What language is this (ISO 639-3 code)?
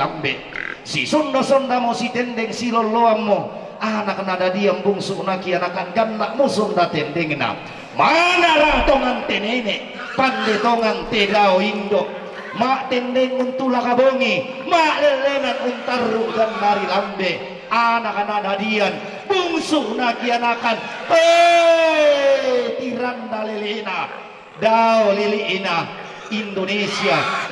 sda